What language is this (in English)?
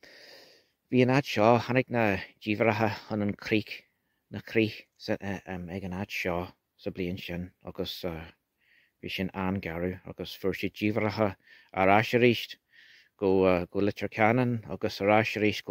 Irish